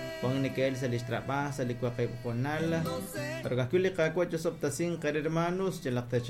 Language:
Kekchí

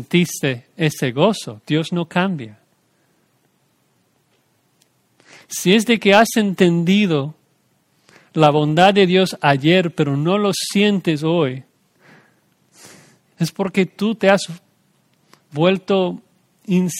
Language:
Spanish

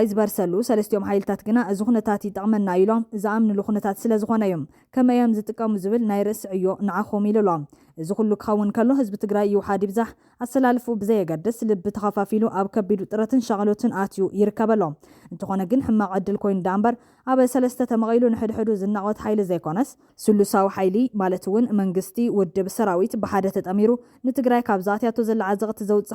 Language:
Tigrinya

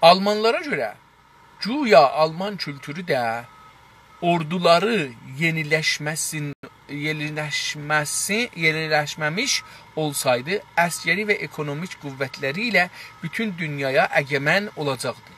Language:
South Azerbaijani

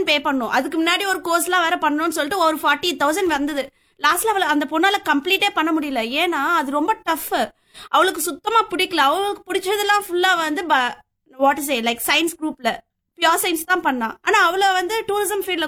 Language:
Tamil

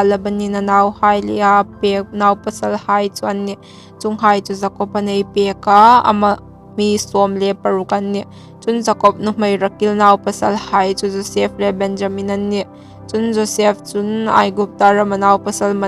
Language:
Hmar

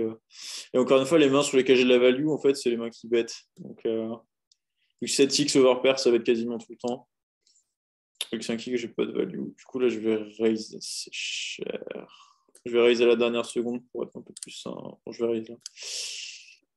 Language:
French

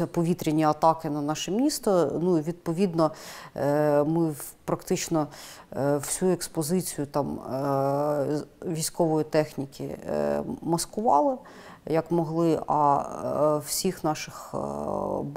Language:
Ukrainian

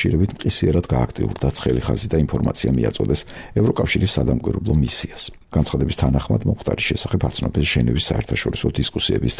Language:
Georgian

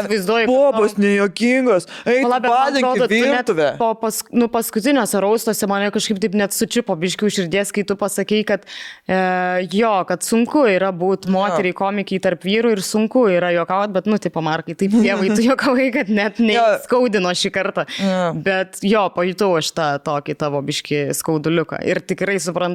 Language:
Lithuanian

